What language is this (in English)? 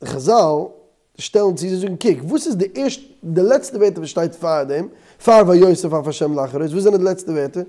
Yiddish